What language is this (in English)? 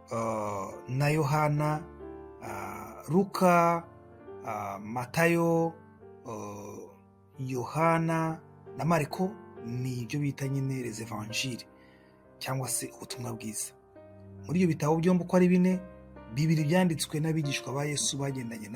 Kinyarwanda